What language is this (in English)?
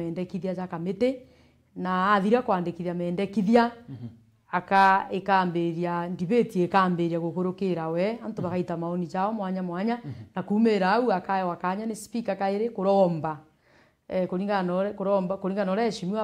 Meru